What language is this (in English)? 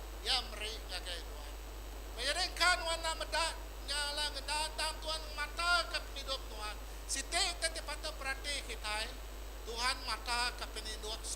Iban